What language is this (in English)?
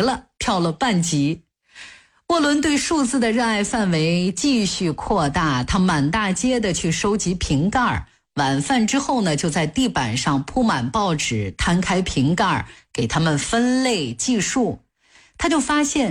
Chinese